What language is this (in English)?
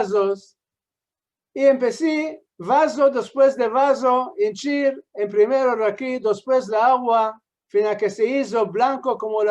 Ladino